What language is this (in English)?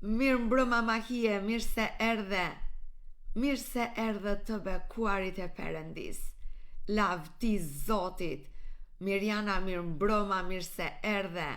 Albanian